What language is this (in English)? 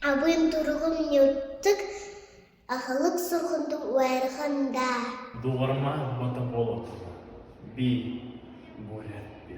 Buriat